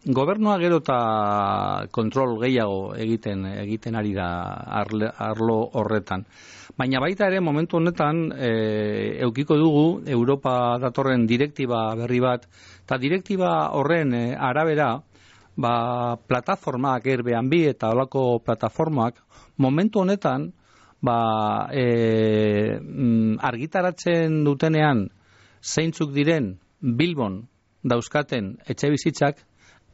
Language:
Basque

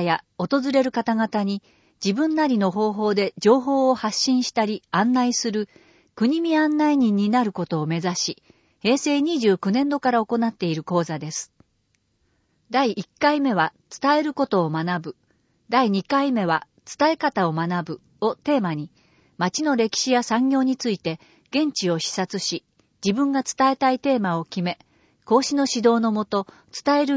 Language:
Japanese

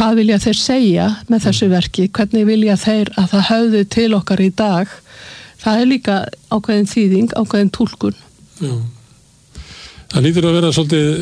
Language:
Icelandic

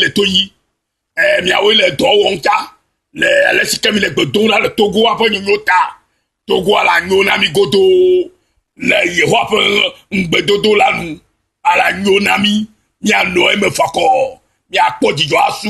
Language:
Ewe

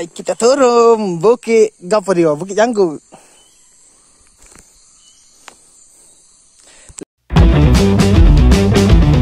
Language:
Malay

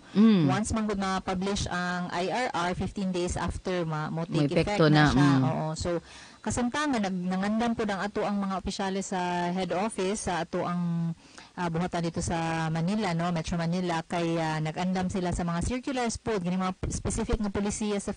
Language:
Cebuano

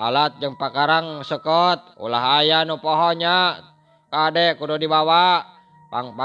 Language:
Sundanese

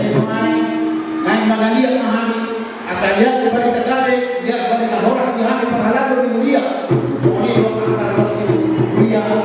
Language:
Batak Toba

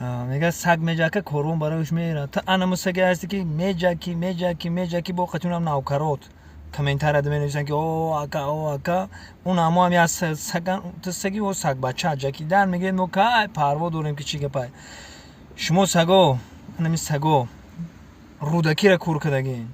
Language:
Tajik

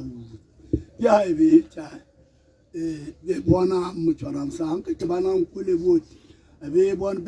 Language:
Tswana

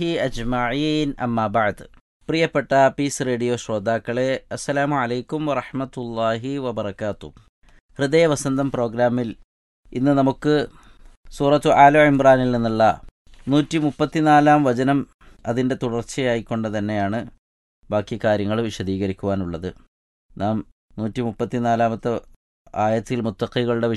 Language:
Malayalam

